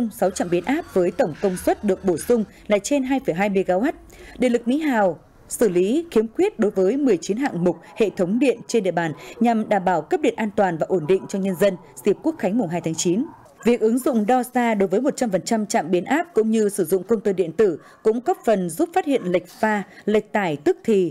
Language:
Vietnamese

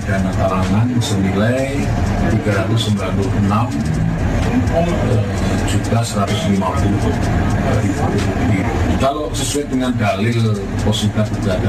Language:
Indonesian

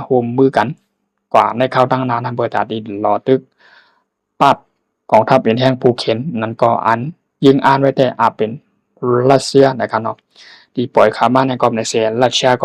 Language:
Shan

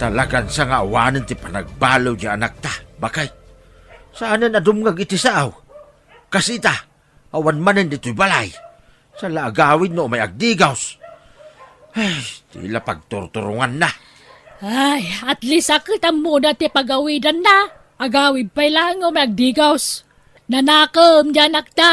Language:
Iloko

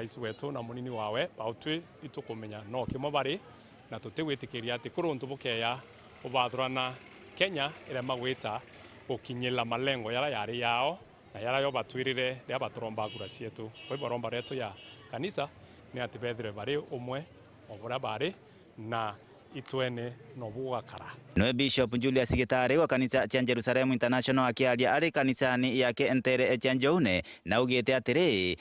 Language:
Meru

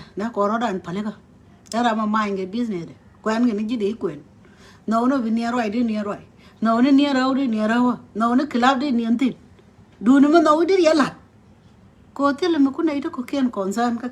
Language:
Nuer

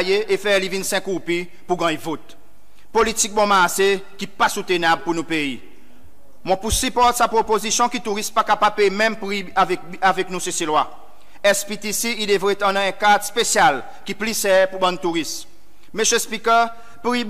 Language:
Seselwa Creole French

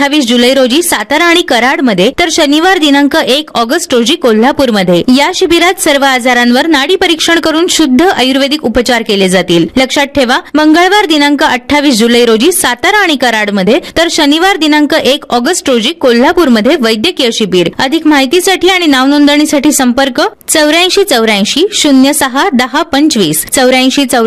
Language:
Marathi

